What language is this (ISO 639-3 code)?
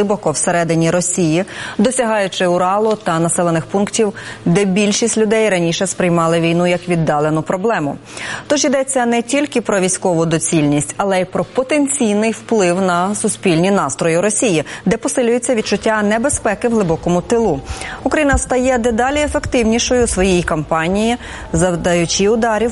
ukr